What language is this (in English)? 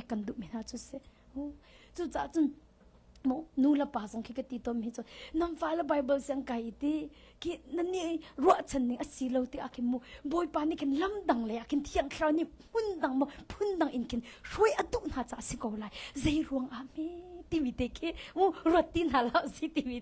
Hakha Chin